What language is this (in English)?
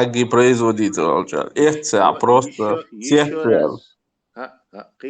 Chechen